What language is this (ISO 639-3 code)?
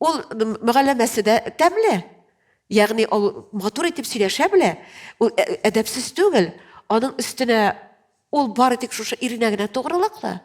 tat